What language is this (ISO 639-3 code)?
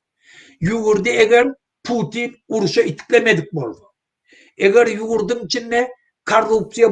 tuk